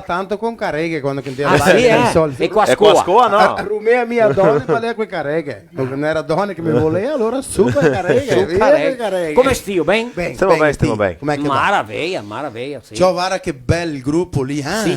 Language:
Venetian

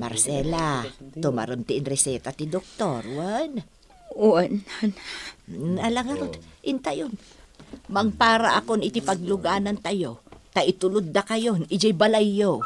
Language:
Iloko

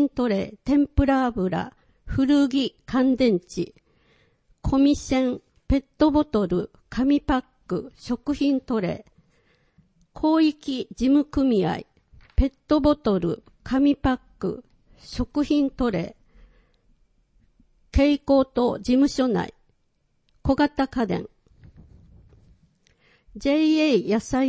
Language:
Japanese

